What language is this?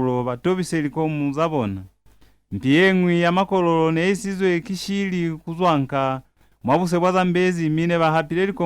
Lozi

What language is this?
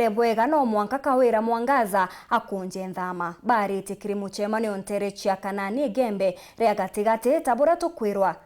Meru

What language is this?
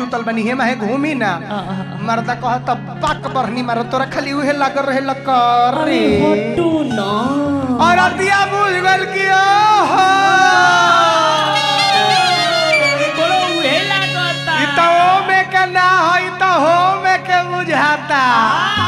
Bhojpuri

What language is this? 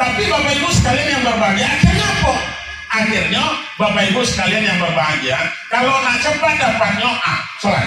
Minangkabau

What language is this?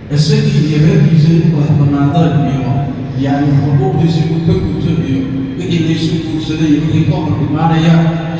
Somali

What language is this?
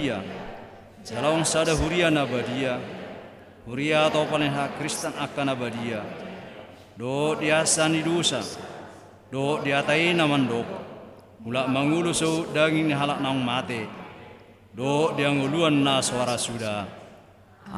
Batak Toba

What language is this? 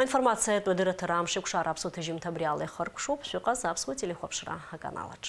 Abkhazian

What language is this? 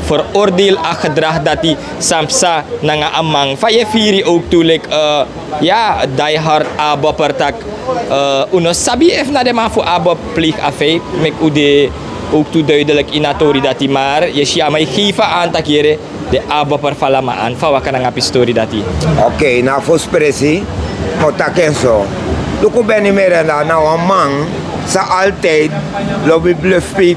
Sranan Tongo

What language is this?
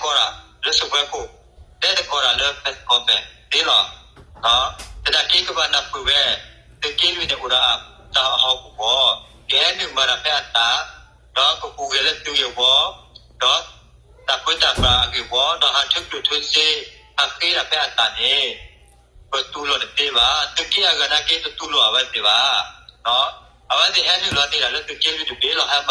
S'gaw Karen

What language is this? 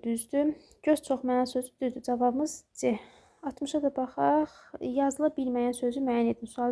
Azerbaijani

